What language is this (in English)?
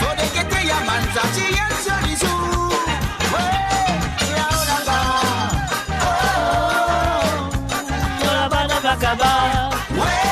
Morisyen